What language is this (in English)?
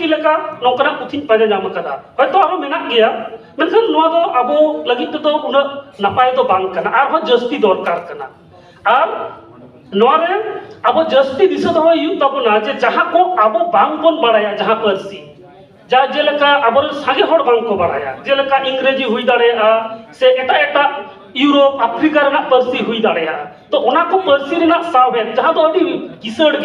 Santali